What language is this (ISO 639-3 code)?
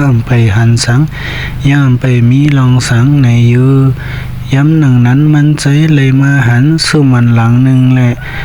shn